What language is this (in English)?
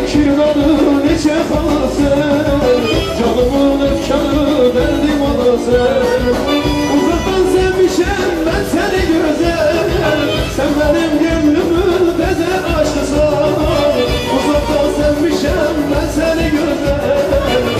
Turkish